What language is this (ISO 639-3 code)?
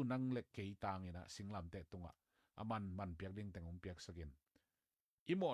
ctd